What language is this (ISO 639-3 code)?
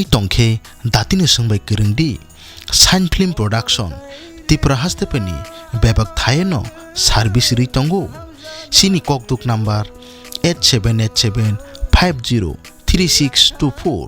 trp